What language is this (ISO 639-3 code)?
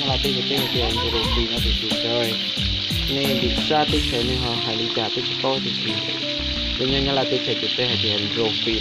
hmn